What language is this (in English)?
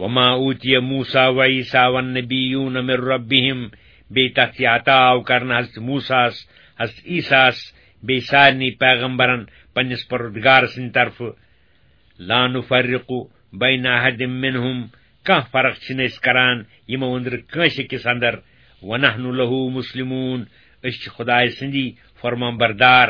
Kashmiri